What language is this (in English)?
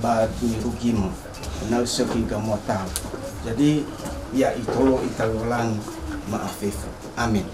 Nias